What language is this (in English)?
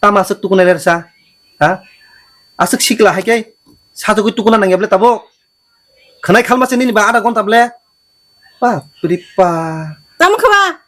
Kok Borok